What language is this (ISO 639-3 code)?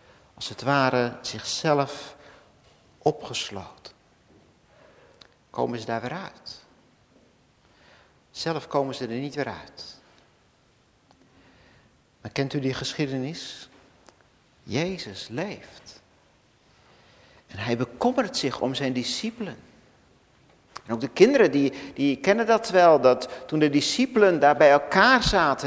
nld